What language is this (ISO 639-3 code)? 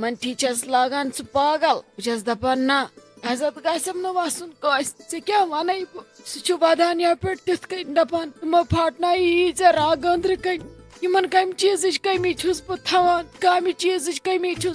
kas